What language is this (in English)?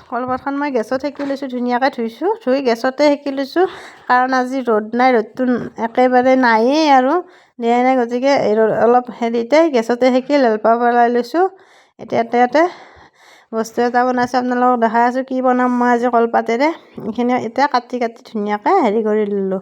Assamese